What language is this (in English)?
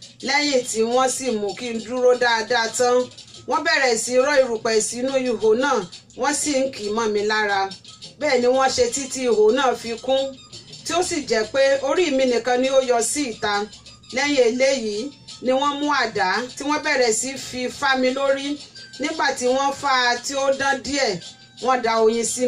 Yoruba